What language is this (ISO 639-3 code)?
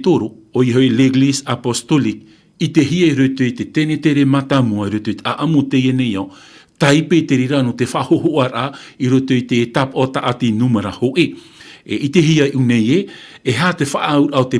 tah